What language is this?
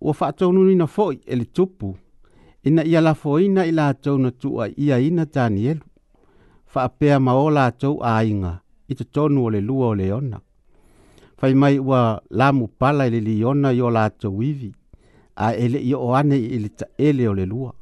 Samoan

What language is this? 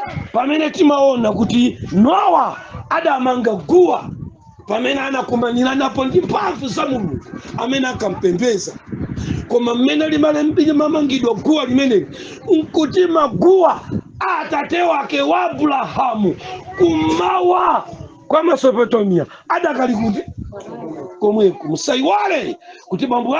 Nyanja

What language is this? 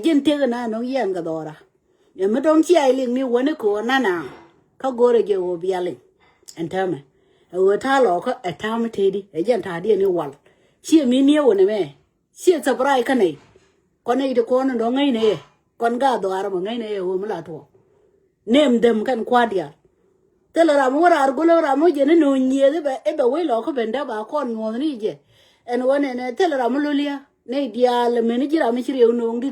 Nuer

